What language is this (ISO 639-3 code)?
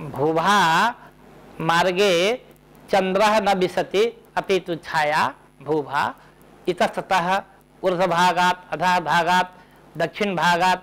san